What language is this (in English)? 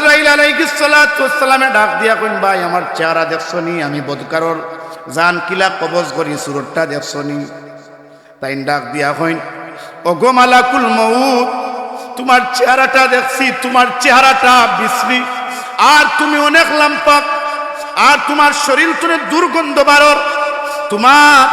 Sylheti